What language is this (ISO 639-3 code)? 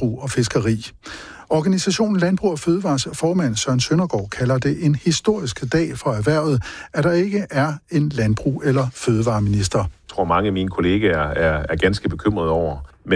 dan